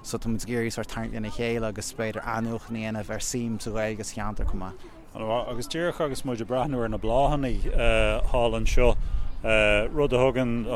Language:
Irish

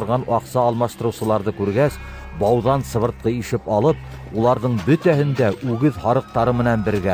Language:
Bashkir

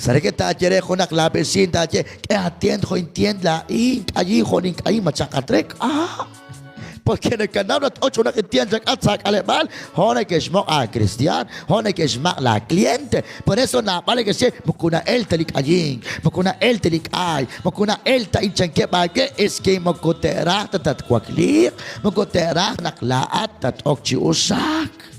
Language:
Kekchí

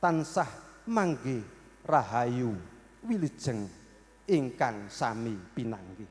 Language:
Javanese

